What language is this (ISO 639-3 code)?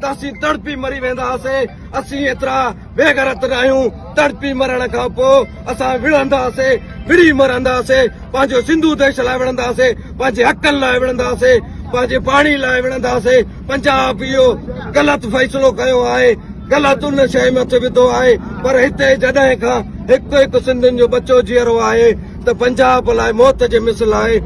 snd